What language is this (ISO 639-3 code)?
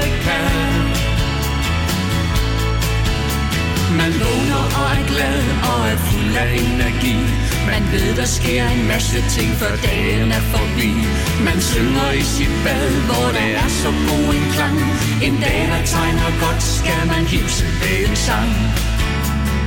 dan